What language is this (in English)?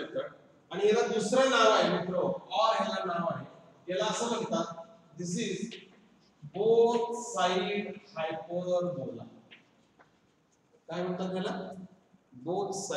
Marathi